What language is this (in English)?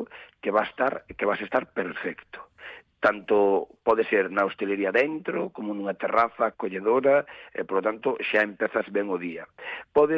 Galician